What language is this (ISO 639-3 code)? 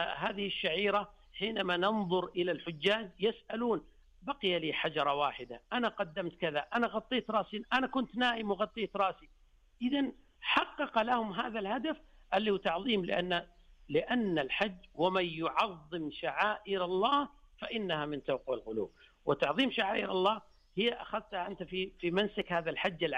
ars